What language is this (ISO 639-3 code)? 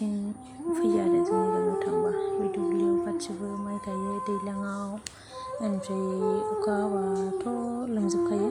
brx